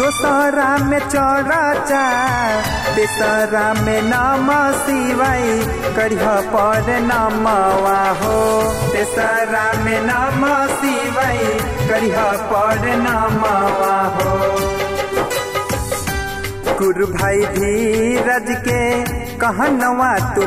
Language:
Bhojpuri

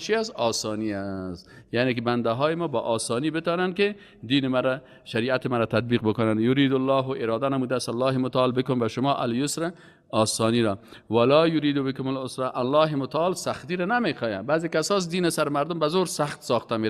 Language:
Persian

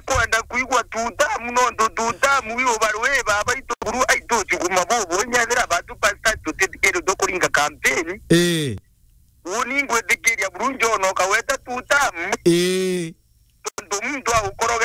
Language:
Meru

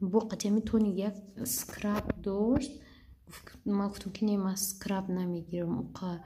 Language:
Tajik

